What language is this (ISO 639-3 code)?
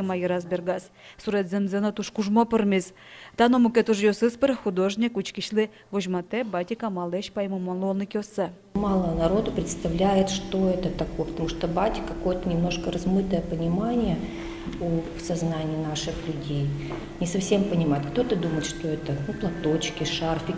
udm